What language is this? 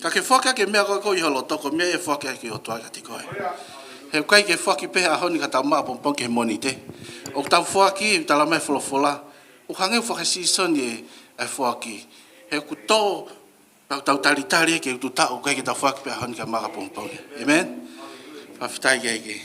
Tongan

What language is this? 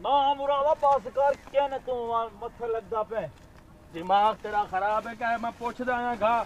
Saraiki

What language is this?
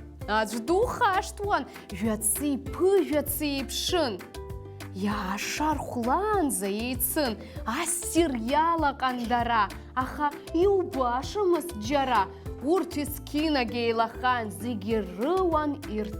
Abkhazian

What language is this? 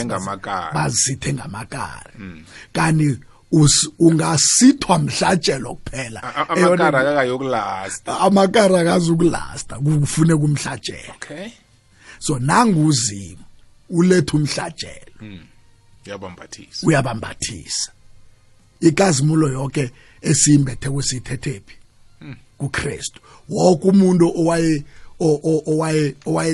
South Ndebele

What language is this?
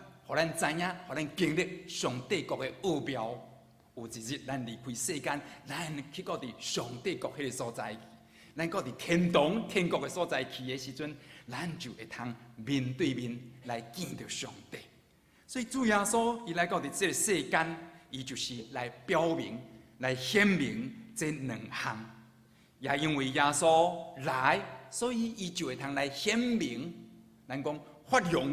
Min Nan Chinese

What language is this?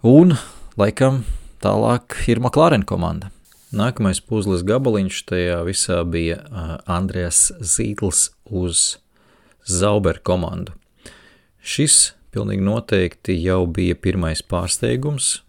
Latvian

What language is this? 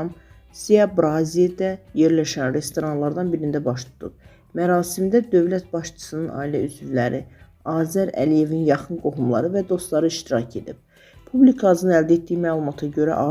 Azerbaijani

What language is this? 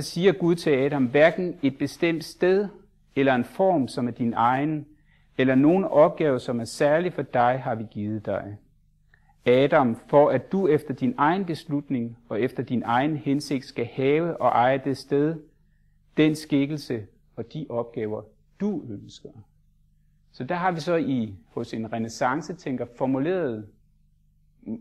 Danish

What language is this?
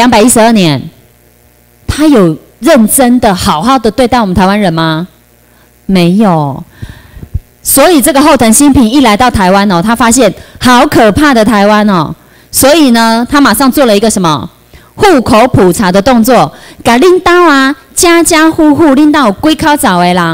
Chinese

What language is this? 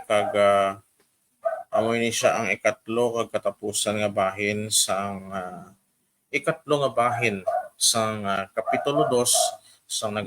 Hiligaynon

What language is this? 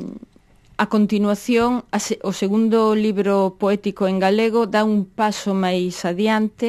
Galician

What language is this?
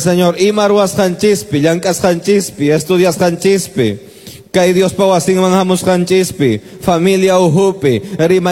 Quechua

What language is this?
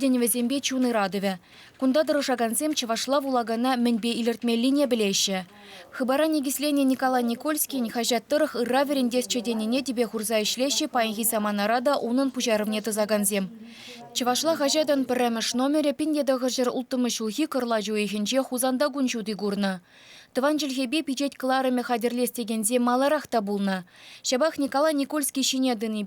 Chuvash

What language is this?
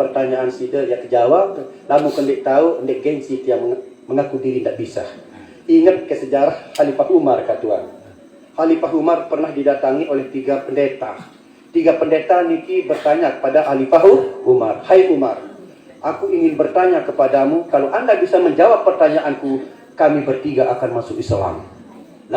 Sasak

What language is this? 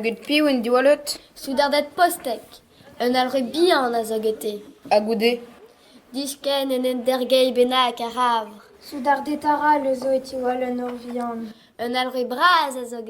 Breton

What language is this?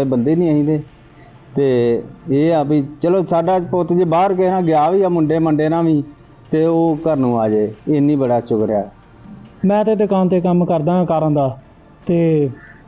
Punjabi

